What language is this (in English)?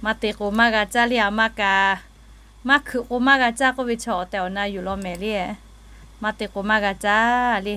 Lahu